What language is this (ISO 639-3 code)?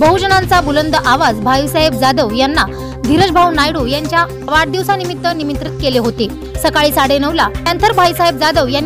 mar